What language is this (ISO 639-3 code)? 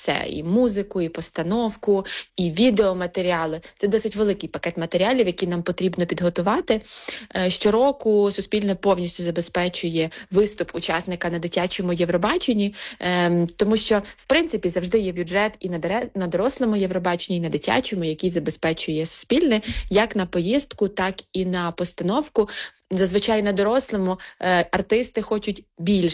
ukr